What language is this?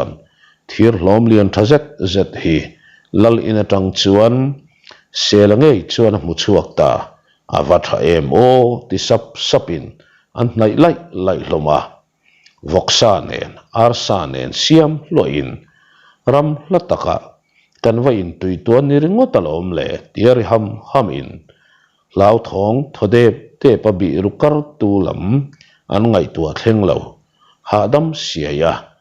Mizo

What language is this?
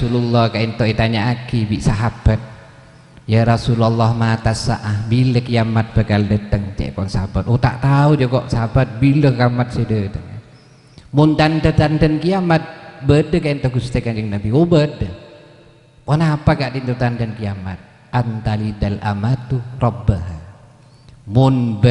Madurese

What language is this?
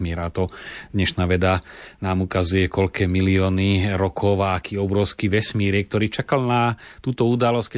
Slovak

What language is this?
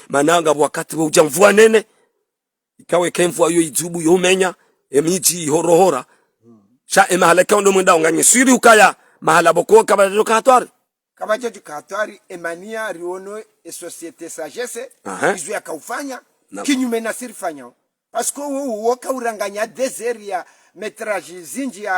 Ngazidja Comorian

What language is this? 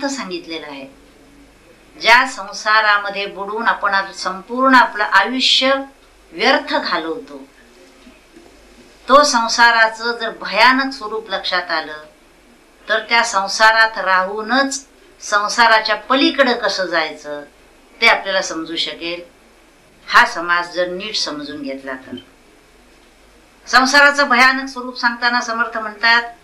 Marathi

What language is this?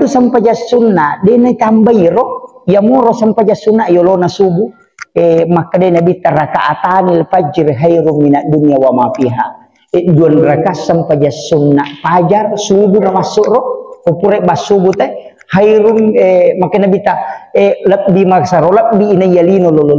Buginese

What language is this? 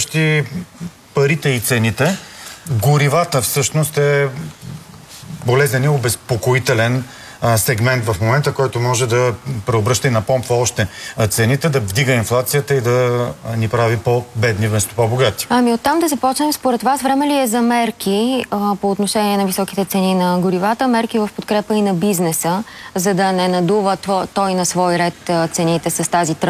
Bulgarian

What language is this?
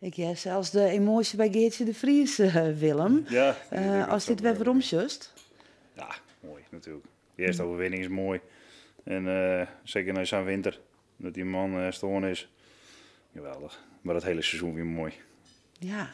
Western Frisian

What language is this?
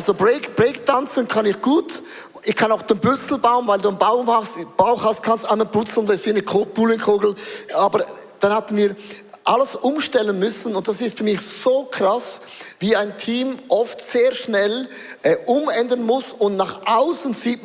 Swiss German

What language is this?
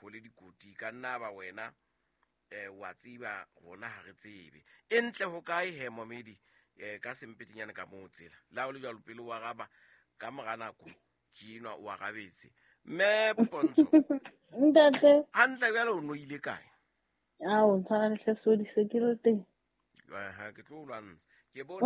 Southern Sotho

